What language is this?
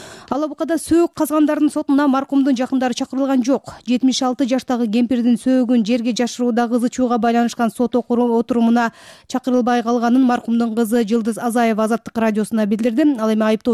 Kyrgyz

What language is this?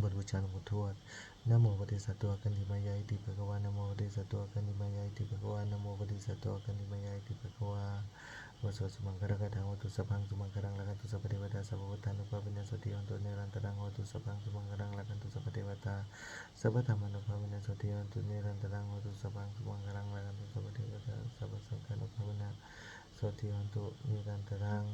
Pali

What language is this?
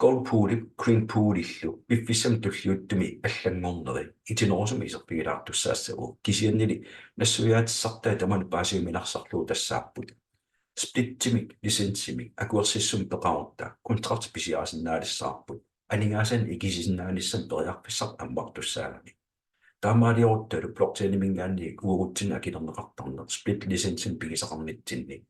Kalaallisut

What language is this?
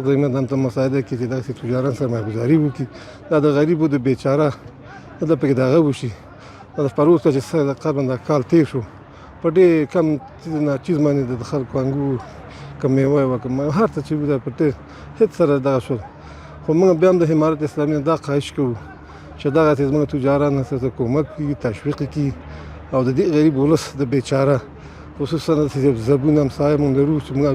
Pashto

